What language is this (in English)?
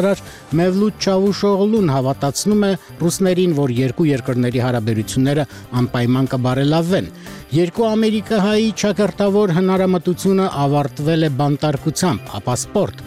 Armenian